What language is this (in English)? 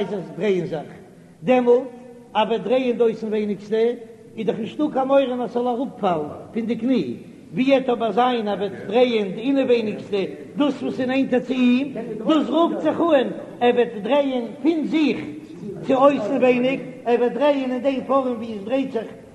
Yiddish